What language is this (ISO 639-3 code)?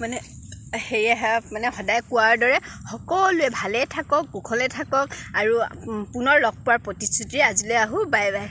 asm